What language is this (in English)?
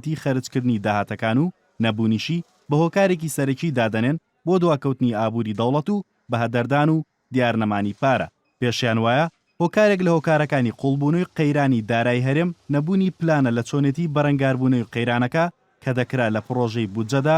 Central Kurdish